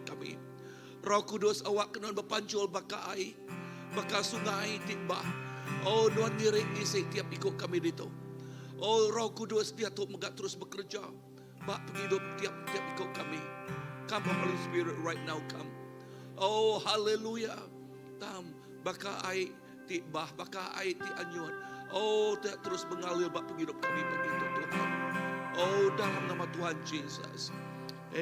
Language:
Iban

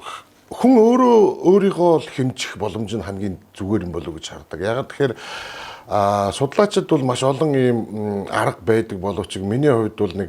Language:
Mongolian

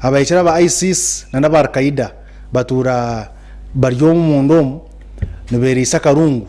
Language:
Nyankole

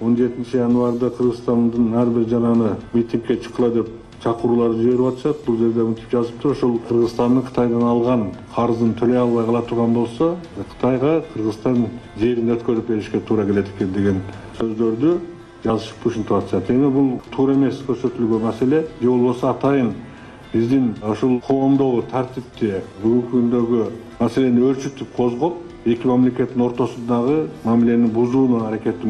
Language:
Kyrgyz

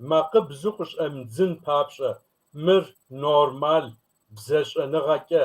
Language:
Kabardian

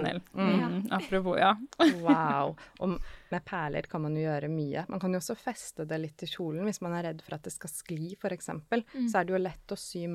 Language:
Norwegian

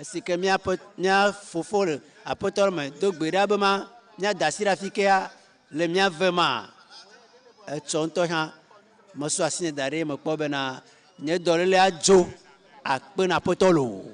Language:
Ewe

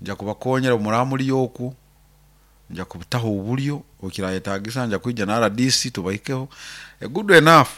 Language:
Nyoro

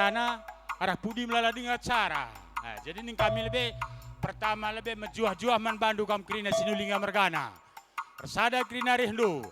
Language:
Batak Karo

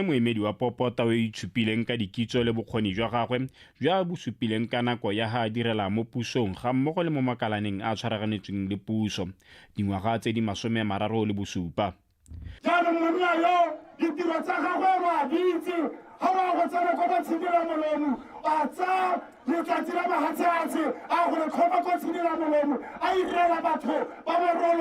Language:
Tswana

